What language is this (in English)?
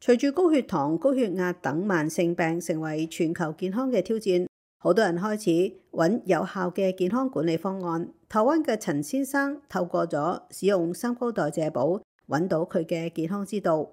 Cantonese